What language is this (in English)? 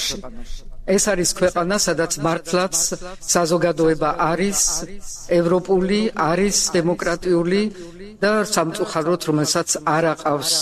Georgian